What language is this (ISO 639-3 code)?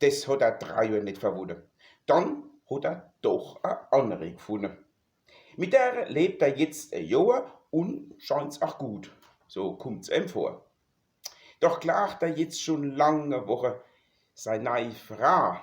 pfl